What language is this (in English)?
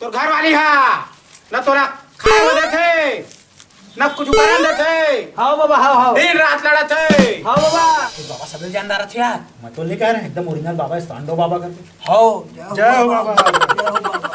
Chhattisgarhi